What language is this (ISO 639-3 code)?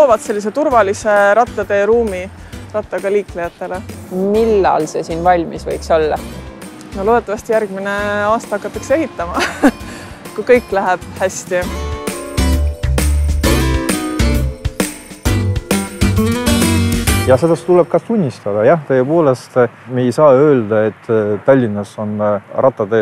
est